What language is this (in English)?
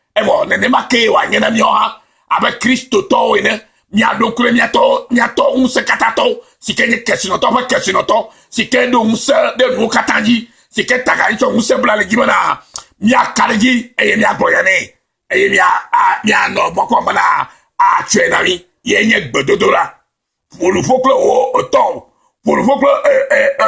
Ewe